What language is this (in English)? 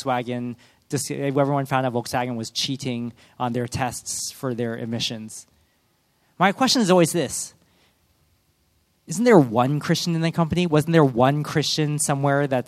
English